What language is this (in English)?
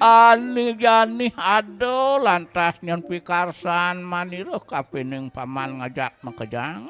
Balinese